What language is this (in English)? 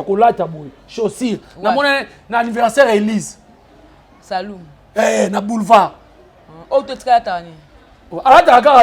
Lingala